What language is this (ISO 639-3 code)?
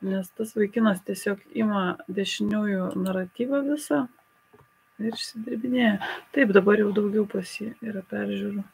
lit